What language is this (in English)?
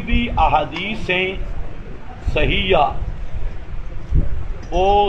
Urdu